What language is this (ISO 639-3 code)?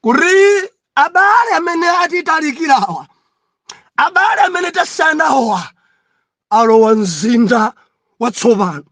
nya